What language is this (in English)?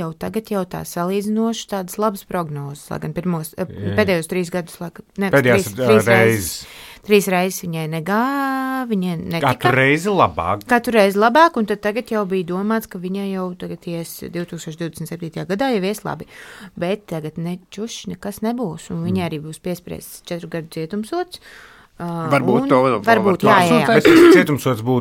Latvian